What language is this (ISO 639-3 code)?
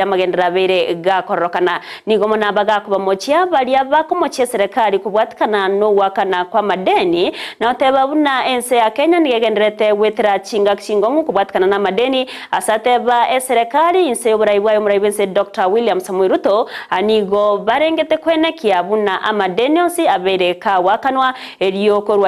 guz